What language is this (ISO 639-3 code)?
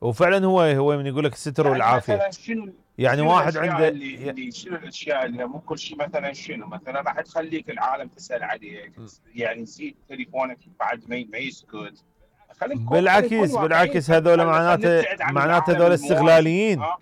acm